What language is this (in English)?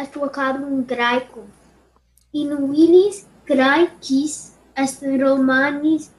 Latin